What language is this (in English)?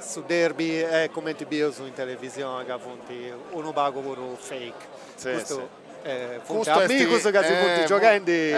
Sardinian